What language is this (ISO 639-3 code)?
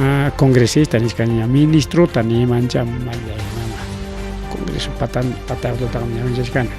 quy